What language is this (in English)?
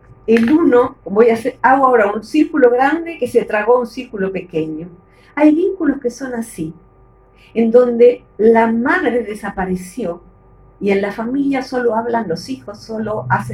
Spanish